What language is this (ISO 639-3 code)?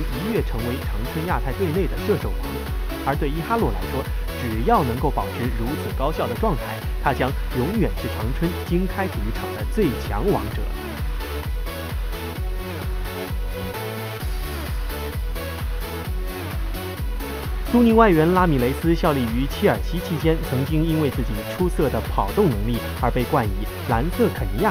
zho